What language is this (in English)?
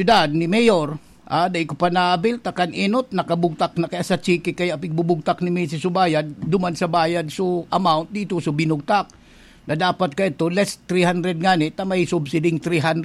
Bikol